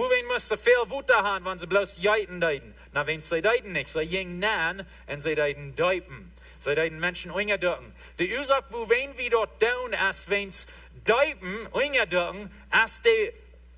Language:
Plautdietsch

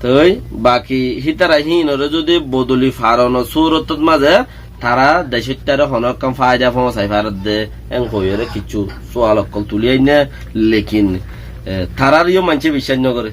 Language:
Rohingya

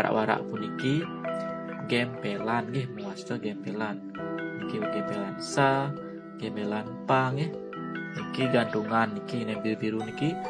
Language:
Balinese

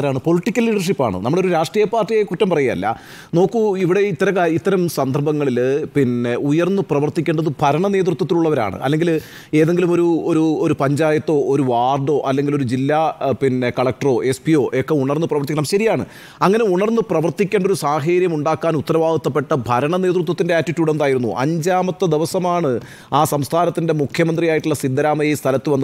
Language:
Malayalam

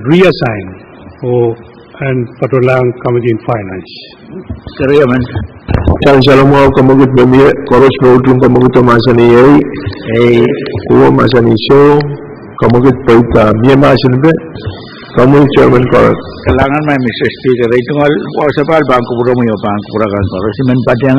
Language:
Pohnpeian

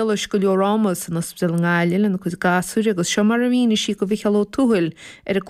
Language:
Irish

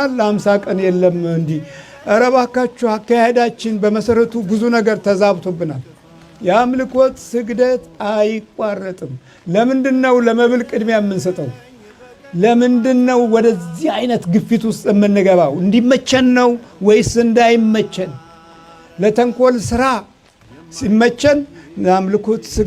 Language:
Amharic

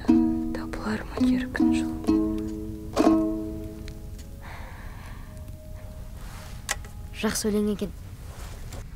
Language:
Kazakh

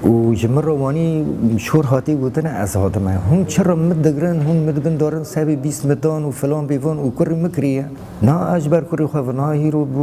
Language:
Kurdish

